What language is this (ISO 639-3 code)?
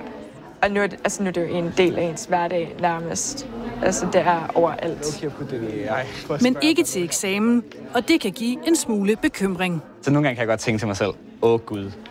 dan